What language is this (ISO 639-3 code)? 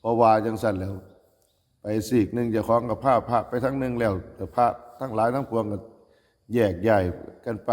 tts